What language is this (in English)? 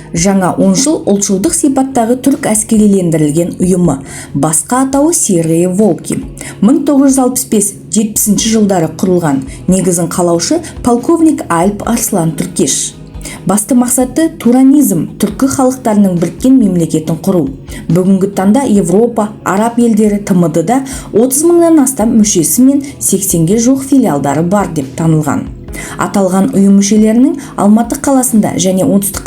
Kazakh